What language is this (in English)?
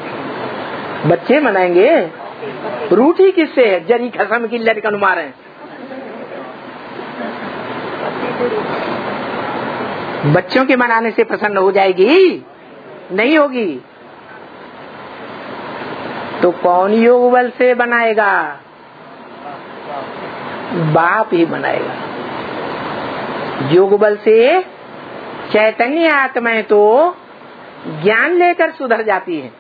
Hindi